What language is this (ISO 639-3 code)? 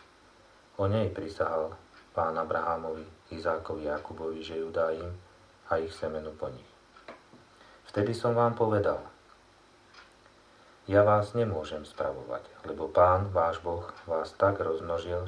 slk